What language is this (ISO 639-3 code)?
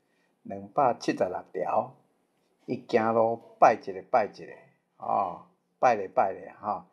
nan